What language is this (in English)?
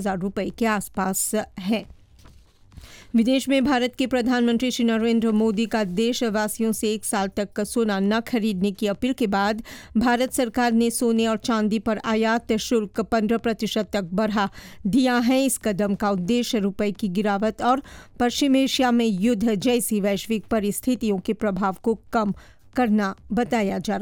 Hindi